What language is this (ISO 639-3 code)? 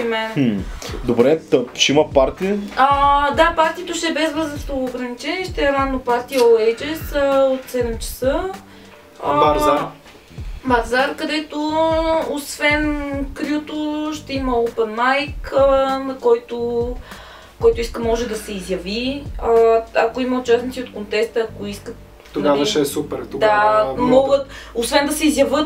bul